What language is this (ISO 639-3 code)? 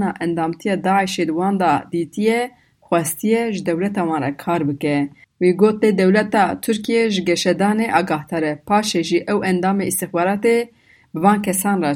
kur